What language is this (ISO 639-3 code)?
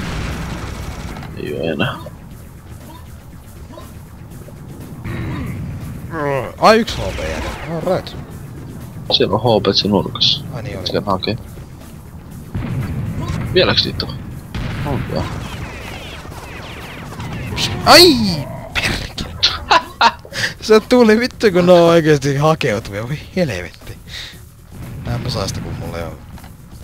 fin